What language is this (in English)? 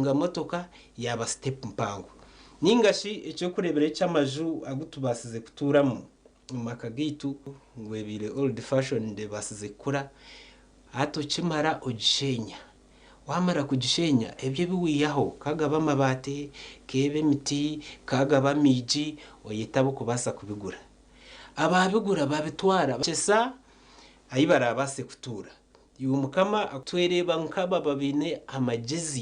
Nyankole